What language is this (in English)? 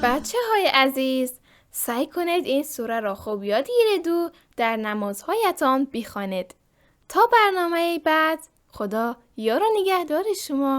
Tajik